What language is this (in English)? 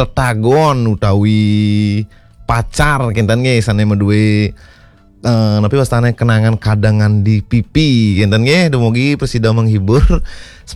Balinese